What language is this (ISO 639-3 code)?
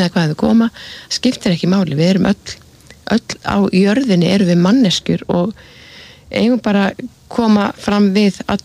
isl